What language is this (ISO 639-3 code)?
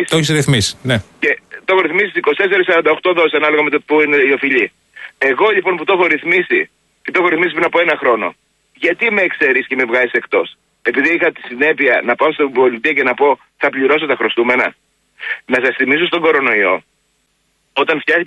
ell